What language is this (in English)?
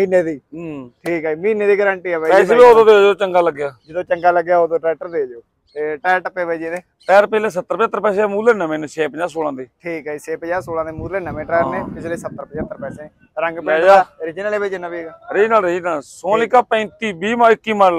Punjabi